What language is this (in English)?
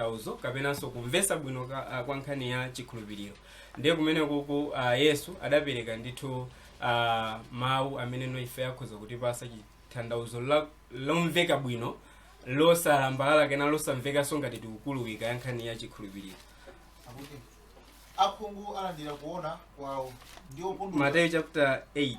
Nyanja